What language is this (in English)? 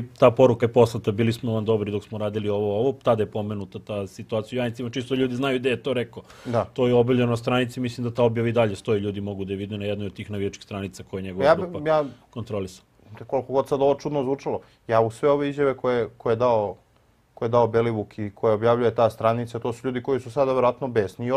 Serbian